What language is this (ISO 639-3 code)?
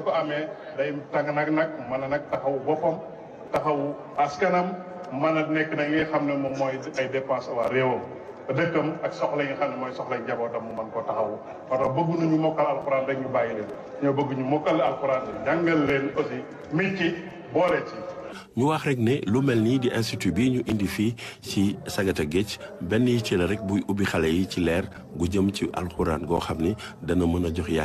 wol